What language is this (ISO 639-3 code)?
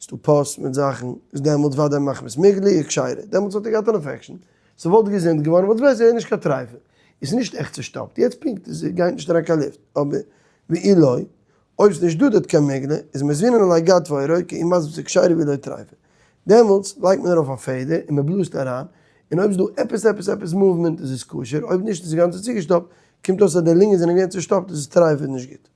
yid